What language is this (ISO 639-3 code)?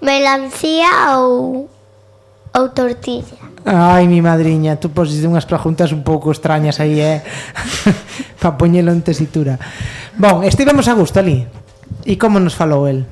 glg